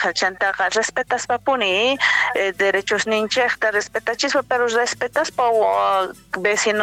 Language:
Quechua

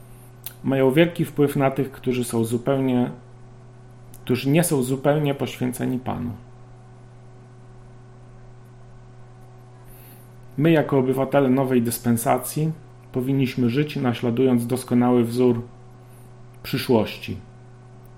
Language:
Polish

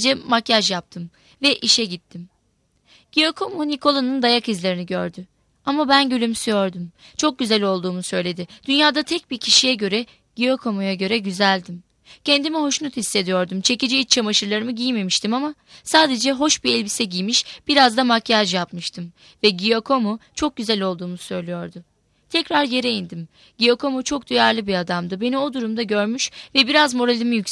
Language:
Turkish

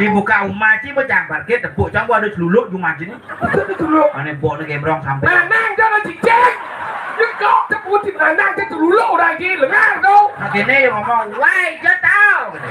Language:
Balinese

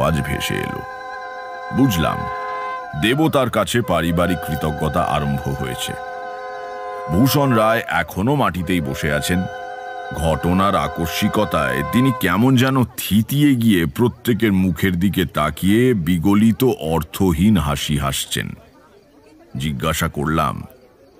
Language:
Bangla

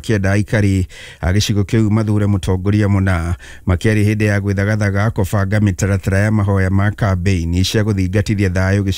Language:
Kikuyu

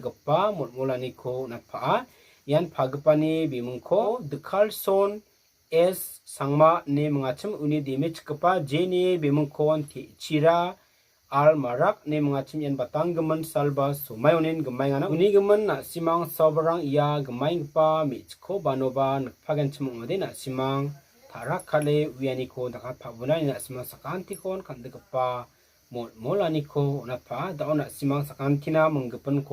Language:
Garo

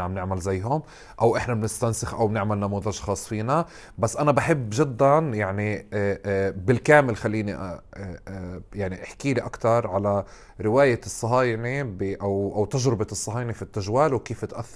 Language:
North Levantine Arabic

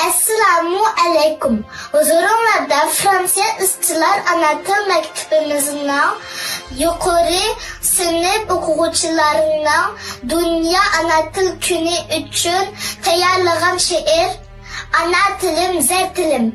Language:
Uyghur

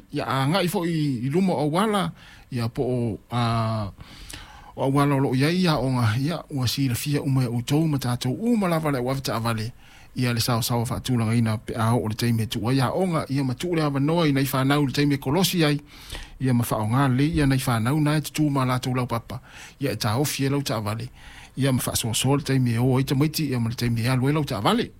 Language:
Samoan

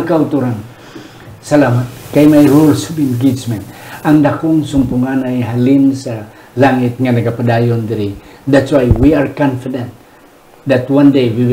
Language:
Hiligaynon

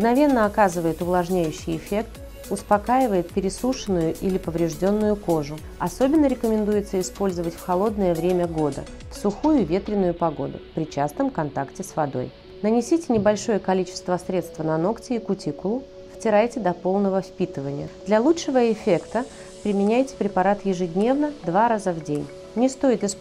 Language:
Russian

